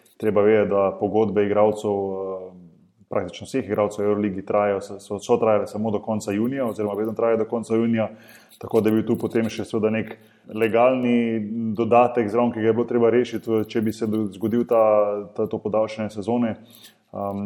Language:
Slovenian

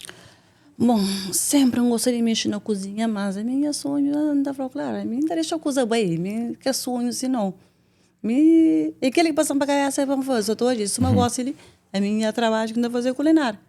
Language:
Kabuverdianu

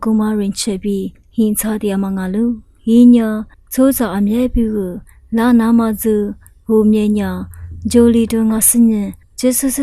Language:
Lisu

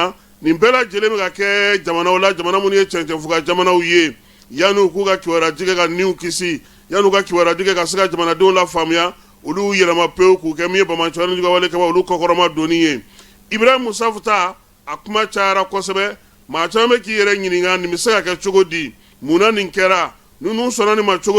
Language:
Bambara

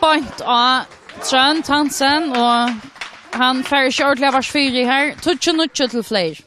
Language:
Faroese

